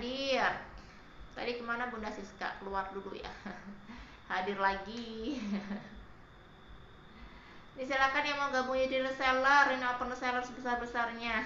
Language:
Indonesian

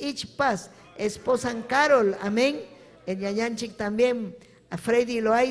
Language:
Ayacucho Quechua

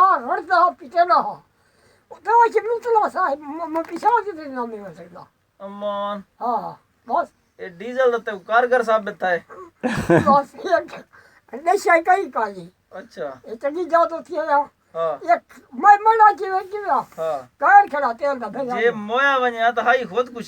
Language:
Saraiki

